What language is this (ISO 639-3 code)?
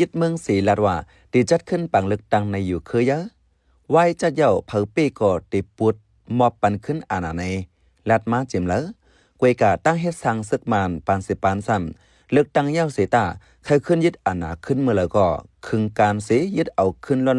shn